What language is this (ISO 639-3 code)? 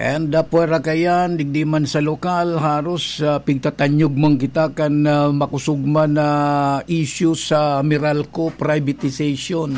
bik